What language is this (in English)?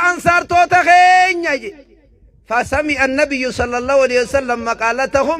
Oromo